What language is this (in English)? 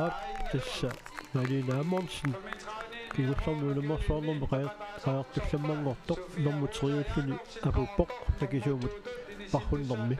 Kalaallisut